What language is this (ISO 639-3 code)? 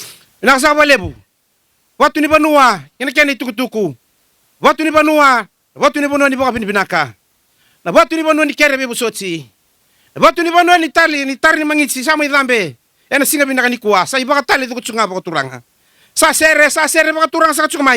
fij